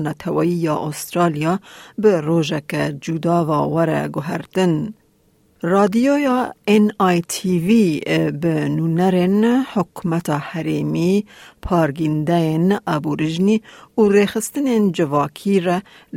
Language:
Kurdish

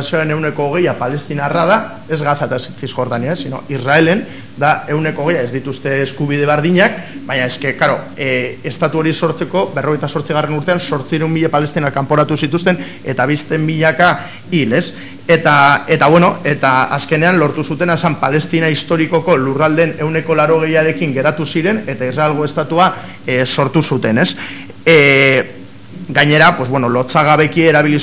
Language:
Basque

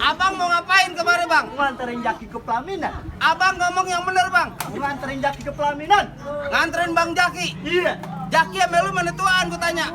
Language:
Betawi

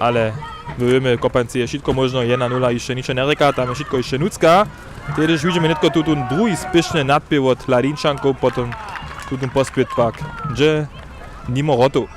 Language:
Upper Sorbian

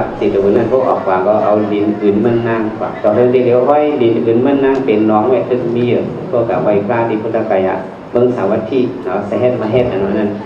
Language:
Shan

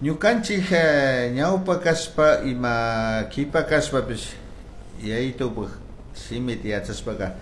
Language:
Chimborazo Highland Quichua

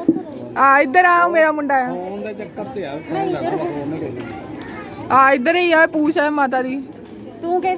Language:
Punjabi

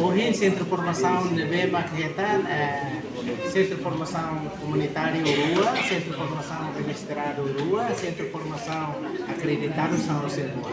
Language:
Tetum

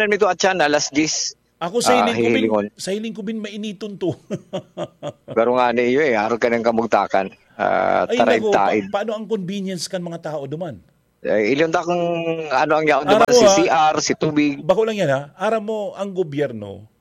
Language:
Bikol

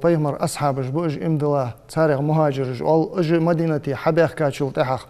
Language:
Ingush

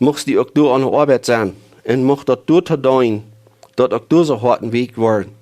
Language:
Plautdietsch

